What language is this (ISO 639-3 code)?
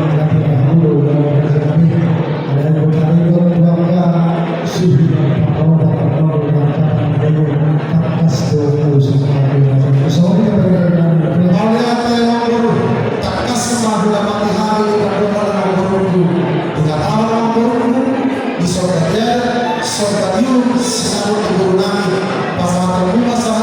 bbc